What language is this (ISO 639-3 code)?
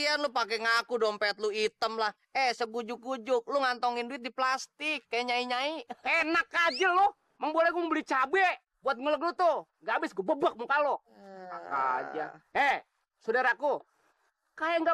bew